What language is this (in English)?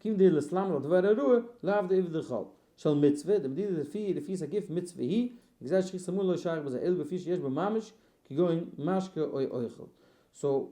Yiddish